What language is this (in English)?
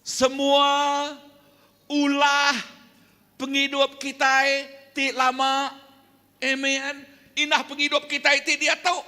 Iban